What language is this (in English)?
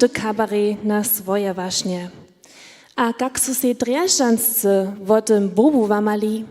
Upper Sorbian